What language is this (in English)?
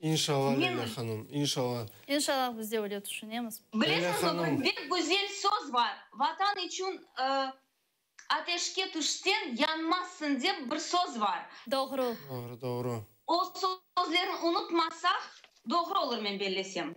Crimean Tatar